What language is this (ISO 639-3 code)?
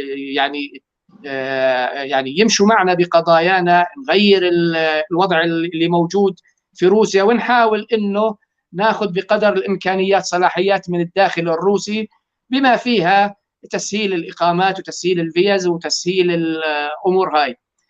apc